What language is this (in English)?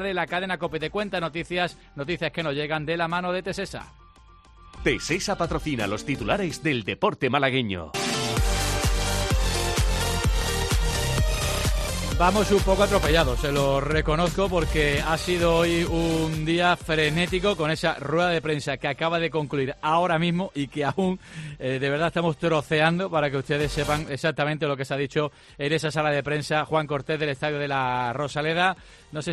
Spanish